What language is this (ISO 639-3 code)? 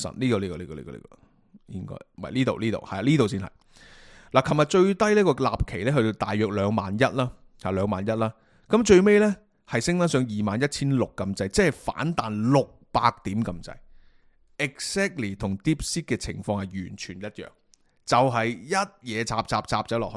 yue